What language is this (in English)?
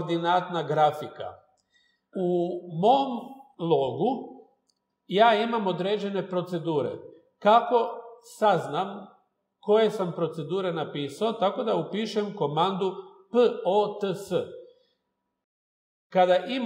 Croatian